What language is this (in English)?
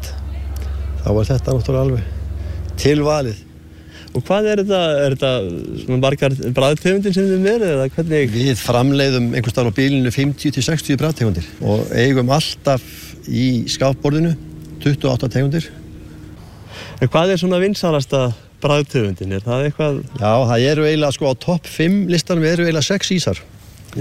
Icelandic